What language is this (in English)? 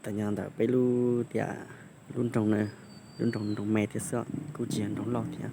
Hmong